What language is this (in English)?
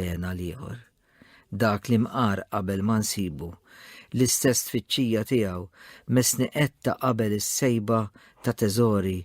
Maltese